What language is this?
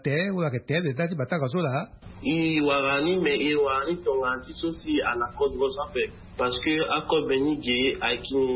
Sango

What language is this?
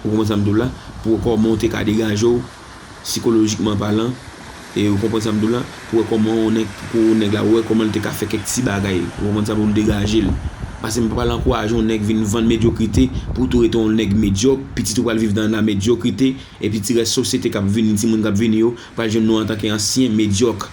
Haitian Creole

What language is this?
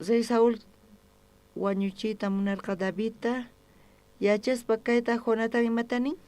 South Bolivian Quechua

